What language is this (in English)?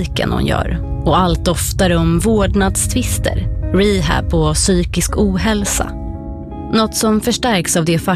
Swedish